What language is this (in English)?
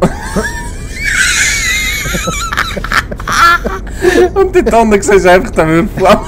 Swiss German